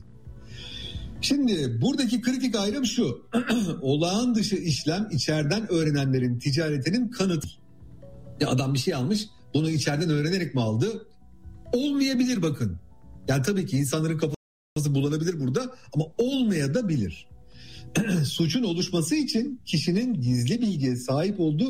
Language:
Turkish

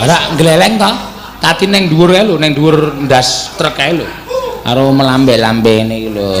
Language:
Javanese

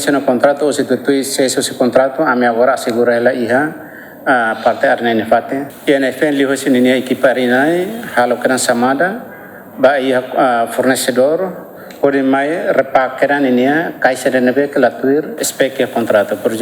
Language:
Tetum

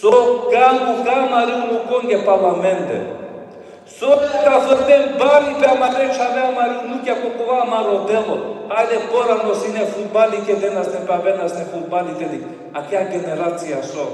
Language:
Balkan Romani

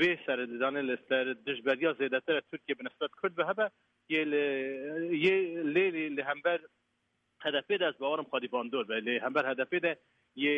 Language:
Kurdish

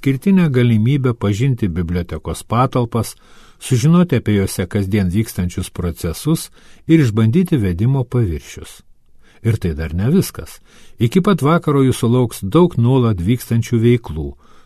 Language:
Lithuanian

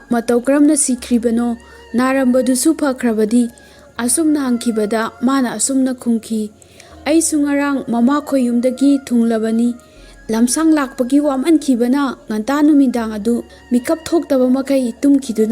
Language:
Manipuri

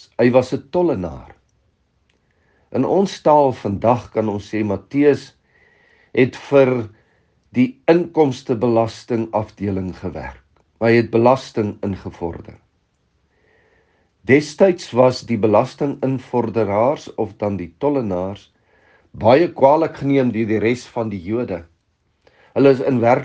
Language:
Afrikaans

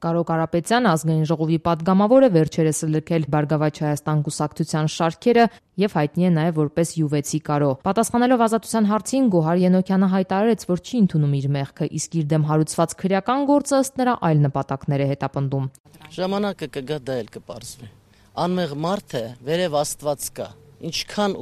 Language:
Armenian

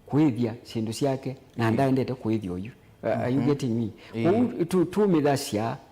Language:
Kamba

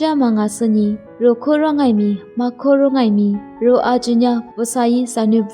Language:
Lisu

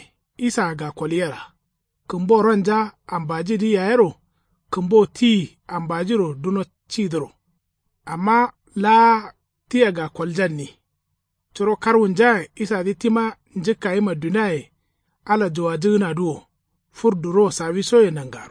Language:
Kanuri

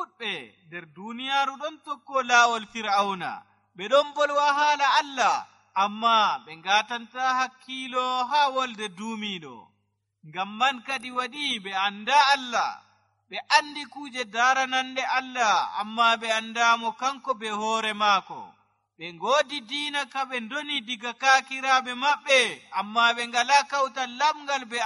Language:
Nigerian Fulfulde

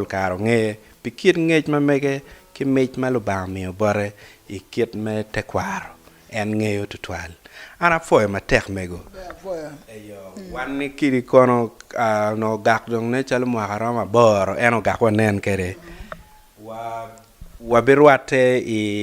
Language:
Acoli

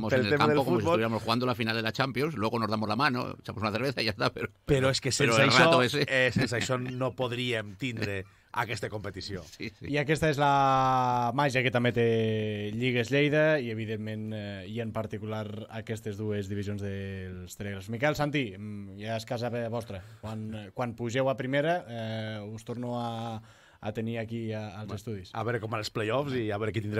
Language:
Catalan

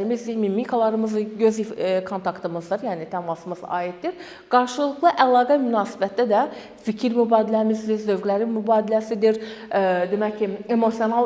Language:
Azerbaijani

